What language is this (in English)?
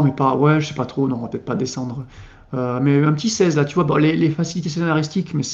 French